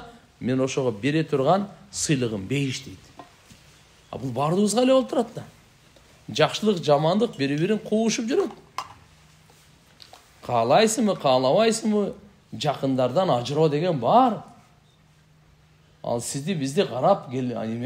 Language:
Kyrgyz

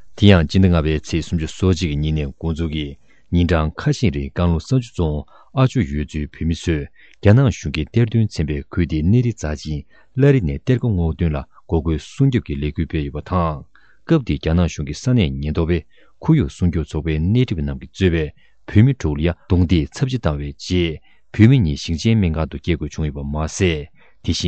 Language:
Tibetan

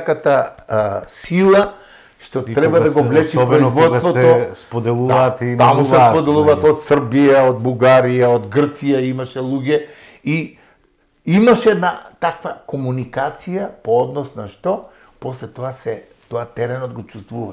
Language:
Macedonian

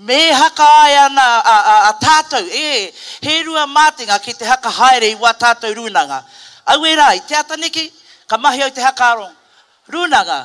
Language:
Māori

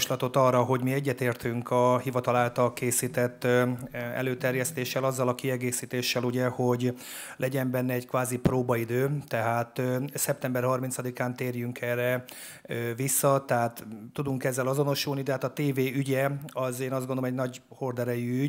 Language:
Hungarian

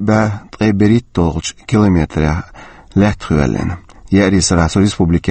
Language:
Chechen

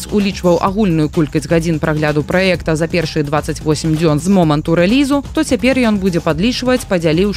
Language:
Belarusian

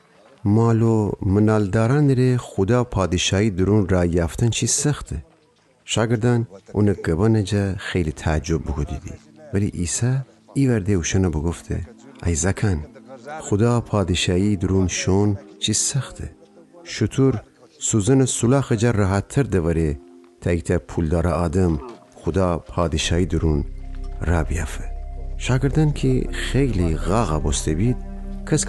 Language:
Gilaki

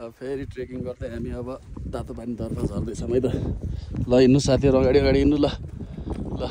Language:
Nepali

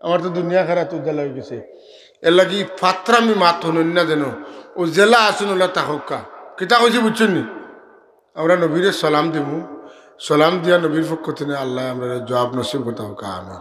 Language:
Sylheti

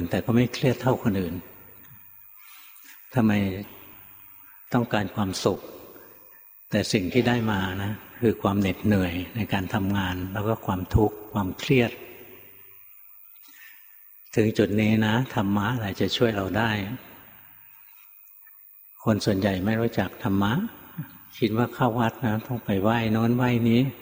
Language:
Thai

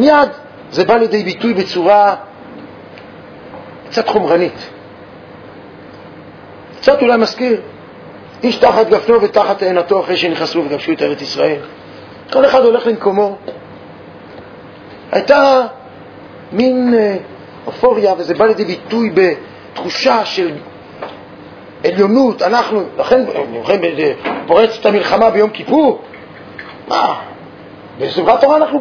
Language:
Hebrew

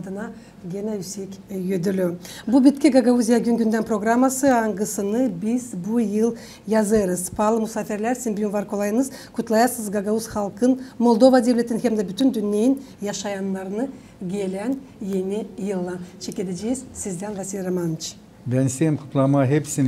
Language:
Gagauz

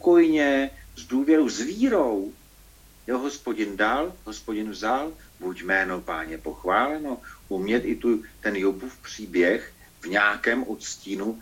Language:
Czech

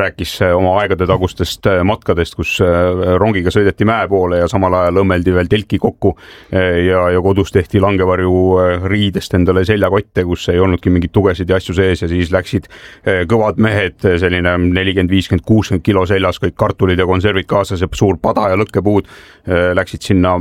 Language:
Estonian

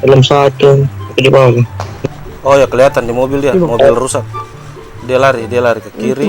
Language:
Ambonese Malay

